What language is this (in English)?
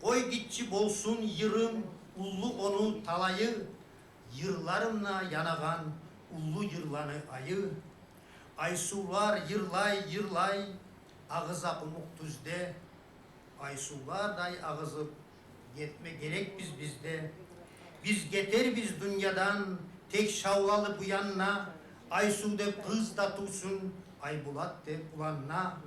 Kumyk